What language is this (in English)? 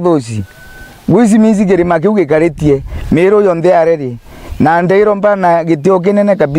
Meru